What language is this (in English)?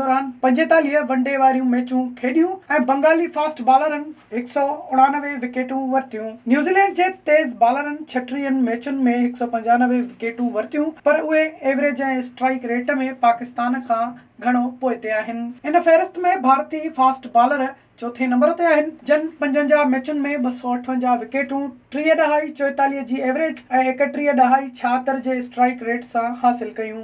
Sindhi